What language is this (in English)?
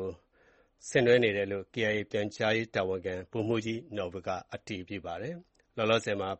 Burmese